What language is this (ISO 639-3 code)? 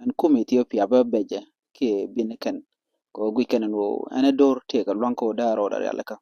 nus